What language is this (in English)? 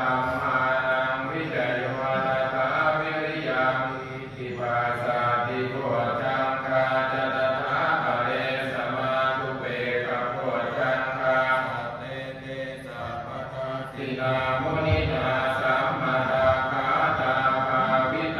Pali